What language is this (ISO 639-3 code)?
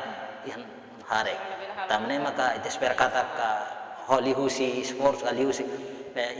tet